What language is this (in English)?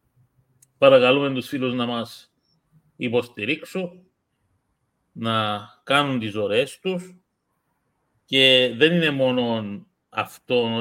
Greek